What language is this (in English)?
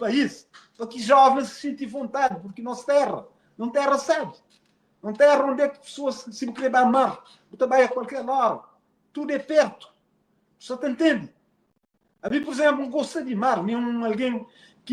Kabuverdianu